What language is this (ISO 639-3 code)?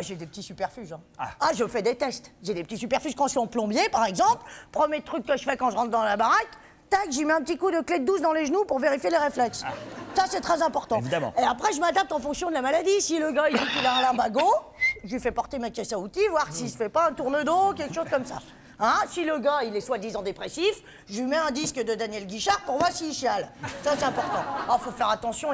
fra